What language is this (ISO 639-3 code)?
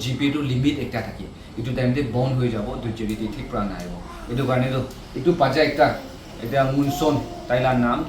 nag